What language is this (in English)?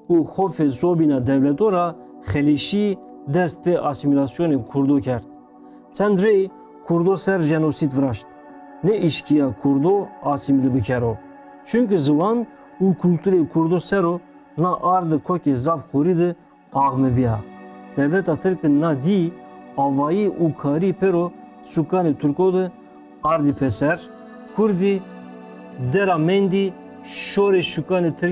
Zaza